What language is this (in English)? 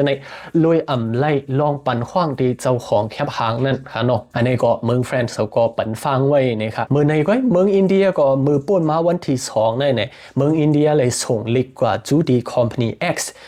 Shan